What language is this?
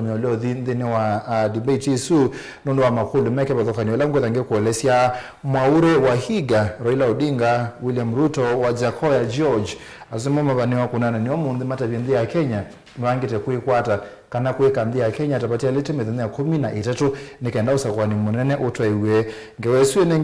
Kamba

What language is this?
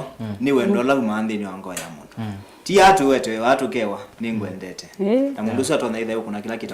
Kamba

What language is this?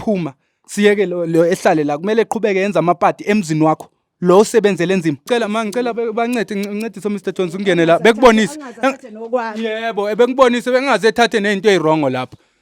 Zulu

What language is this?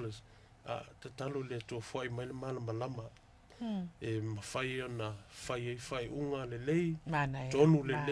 Samoan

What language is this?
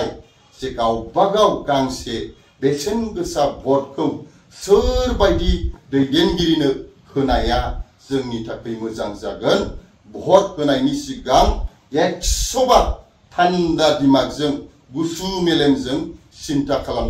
Bodo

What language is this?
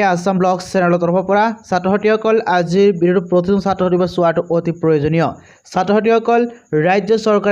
Assamese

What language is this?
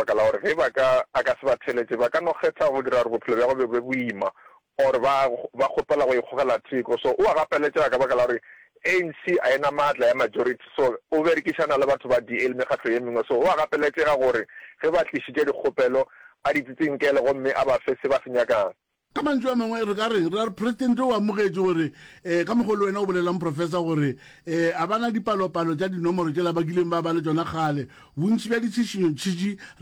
Northern Sotho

